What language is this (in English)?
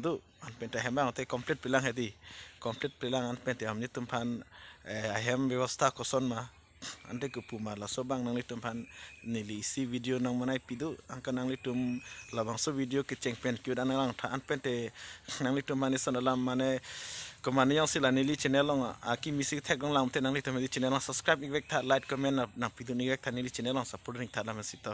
Karbi